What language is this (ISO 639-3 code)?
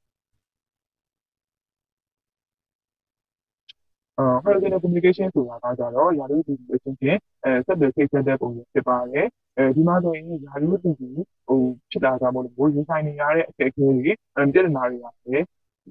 mya